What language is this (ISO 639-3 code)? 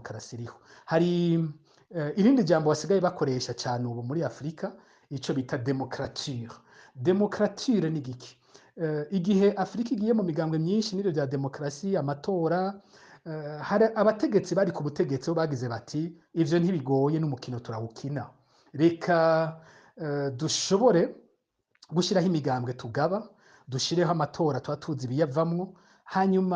run